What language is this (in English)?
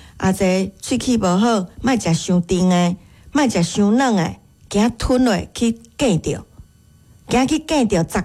Min Nan Chinese